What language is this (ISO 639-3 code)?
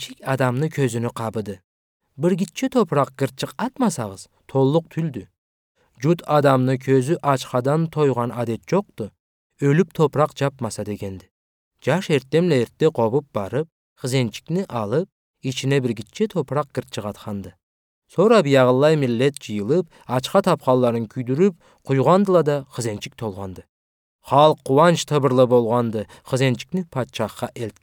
krc